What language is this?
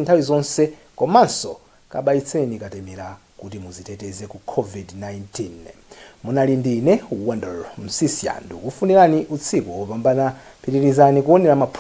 Nyanja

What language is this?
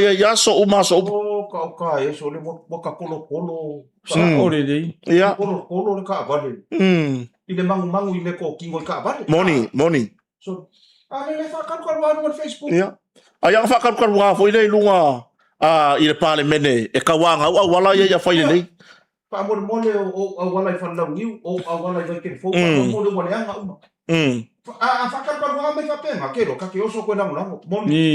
Samoan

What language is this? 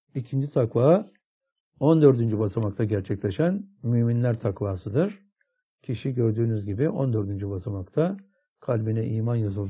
Turkish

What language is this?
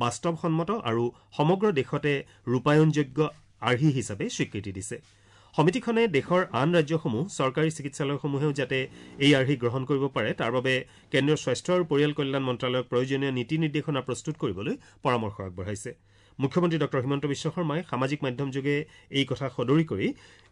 Assamese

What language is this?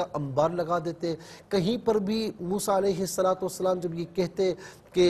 Urdu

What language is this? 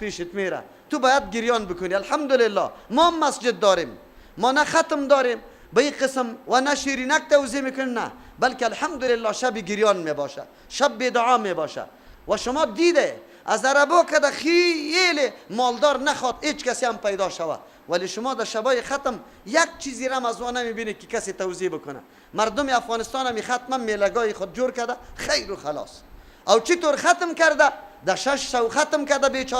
Persian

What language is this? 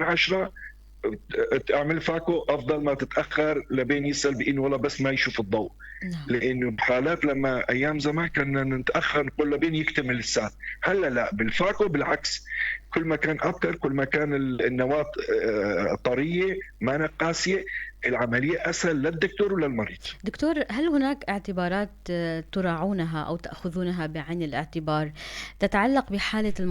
North Levantine Arabic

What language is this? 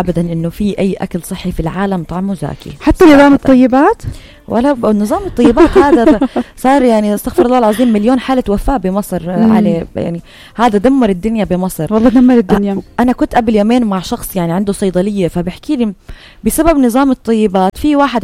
North Levantine Arabic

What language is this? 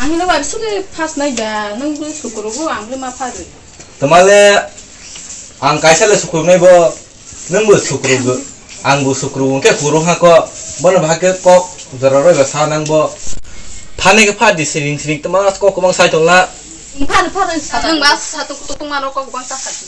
Kok Borok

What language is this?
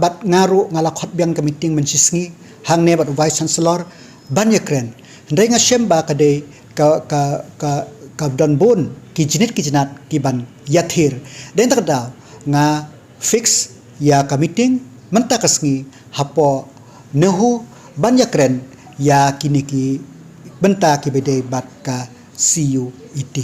Khasi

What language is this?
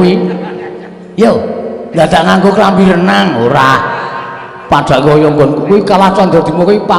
Javanese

